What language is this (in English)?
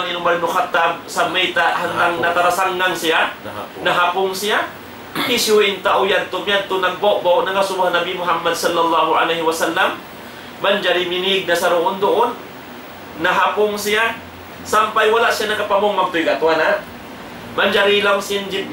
Tausug